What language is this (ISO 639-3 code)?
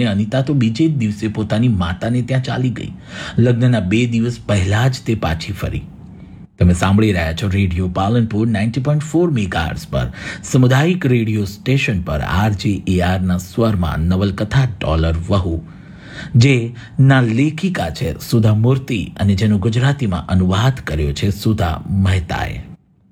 guj